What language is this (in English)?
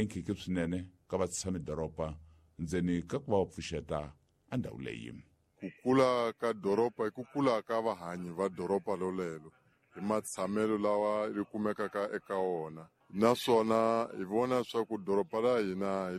Tsonga